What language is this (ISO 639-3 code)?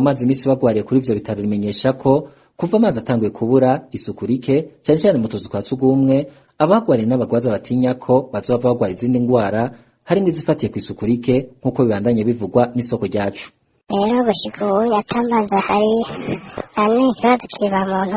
run